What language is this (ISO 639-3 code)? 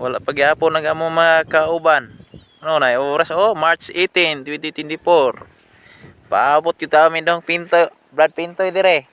ceb